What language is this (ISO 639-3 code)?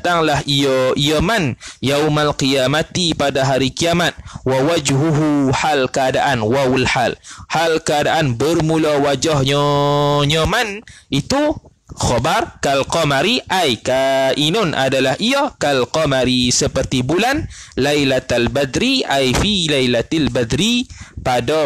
msa